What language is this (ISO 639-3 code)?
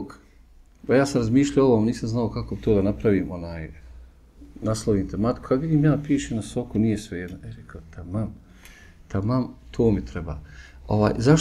bos